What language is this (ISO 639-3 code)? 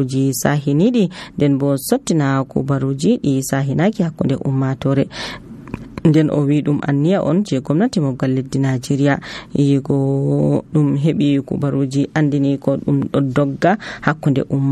fuv